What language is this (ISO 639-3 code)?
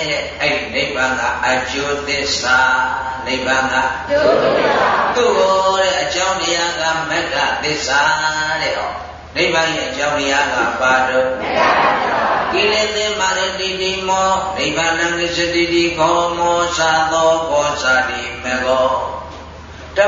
mya